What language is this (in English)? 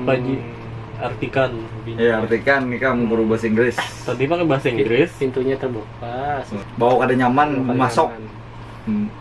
Banjar